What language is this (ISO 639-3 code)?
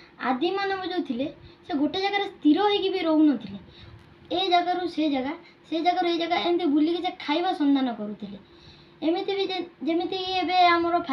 ori